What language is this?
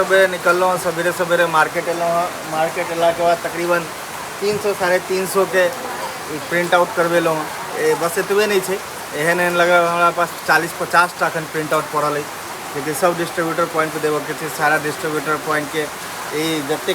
Maithili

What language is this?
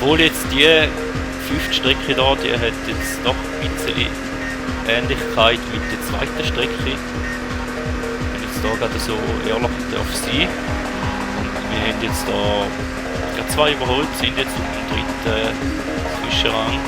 Swiss German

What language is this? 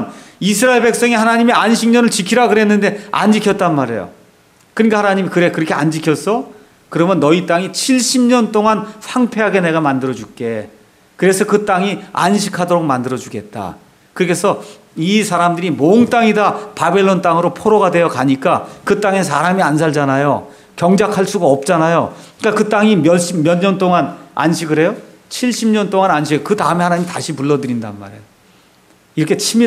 Korean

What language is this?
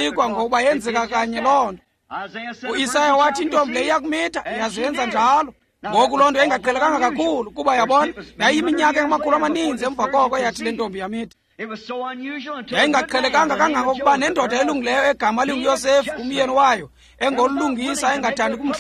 Xhosa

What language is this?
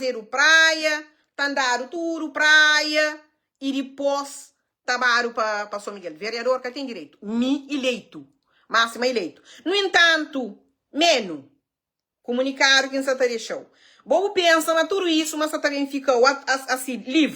Kabuverdianu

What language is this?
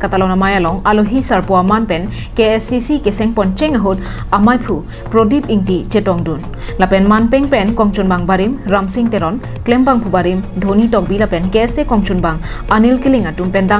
Karbi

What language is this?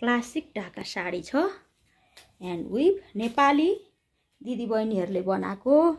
Nepali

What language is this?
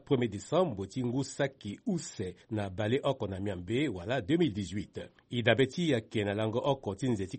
Sango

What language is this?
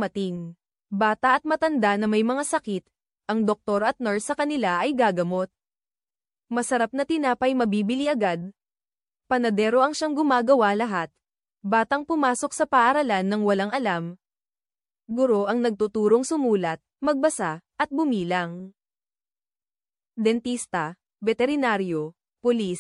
Filipino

